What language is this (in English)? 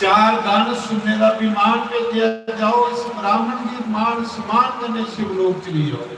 Dogri